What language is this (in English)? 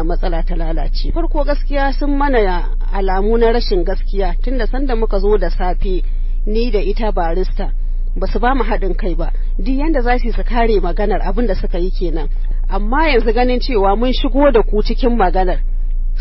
Hausa